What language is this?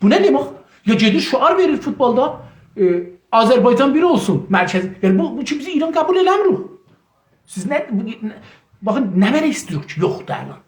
South Azerbaijani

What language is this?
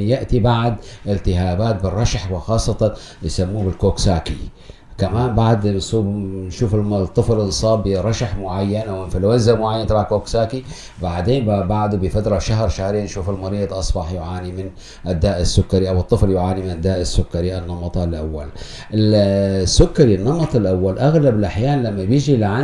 North Levantine Arabic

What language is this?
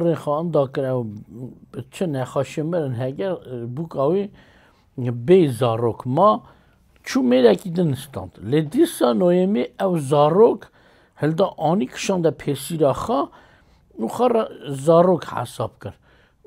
Kurdish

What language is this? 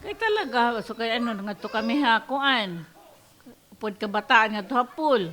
Waray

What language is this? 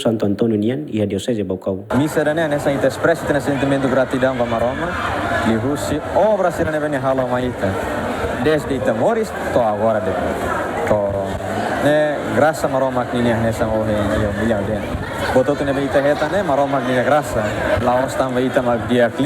Tetum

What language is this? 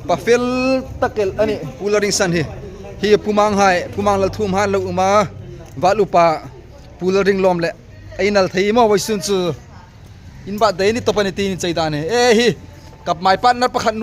Hmar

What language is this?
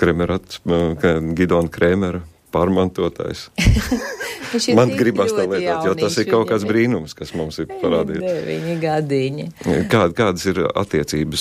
Latvian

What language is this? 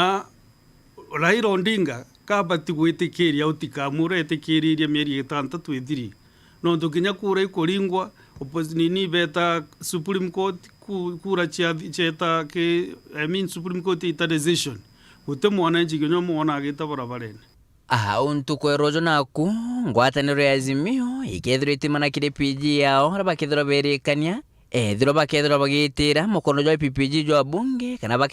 Meru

